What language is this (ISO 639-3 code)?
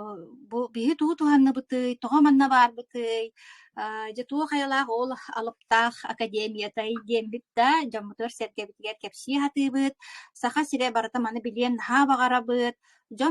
sah